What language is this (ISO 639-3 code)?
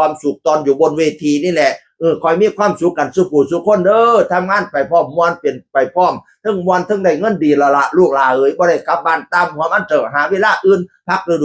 tts